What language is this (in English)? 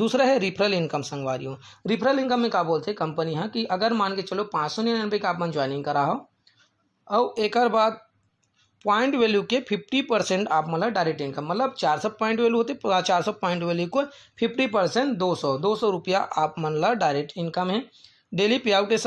Chhattisgarhi